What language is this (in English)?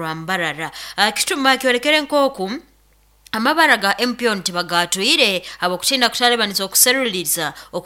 Nyoro